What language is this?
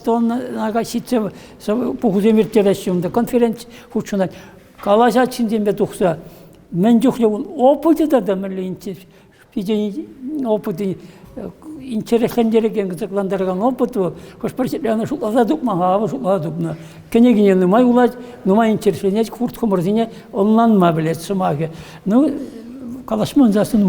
Chuvash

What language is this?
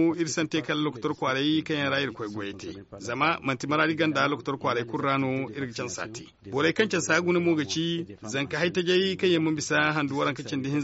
Zarma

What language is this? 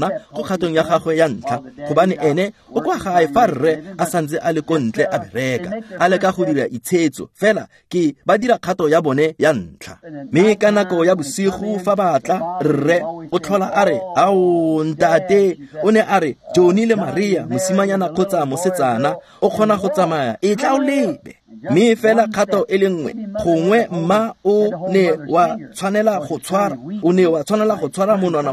Tswana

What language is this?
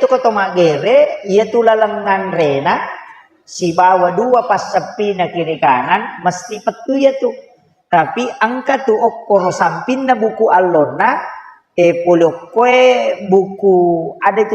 Buginese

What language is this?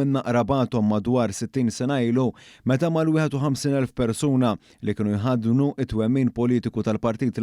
Maltese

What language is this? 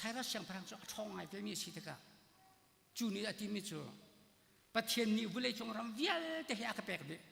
Hakha Chin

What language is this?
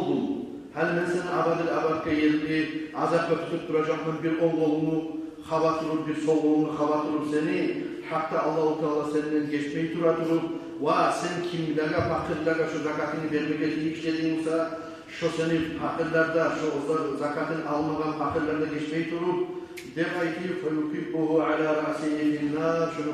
Kumyk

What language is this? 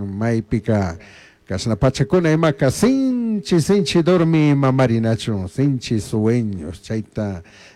Chimborazo Highland Quichua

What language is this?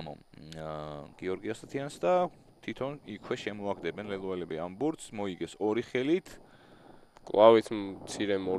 Georgian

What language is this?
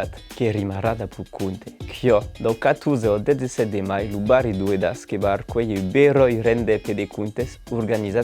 Occitan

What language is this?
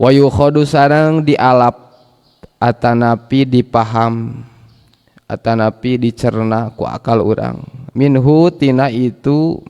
Sundanese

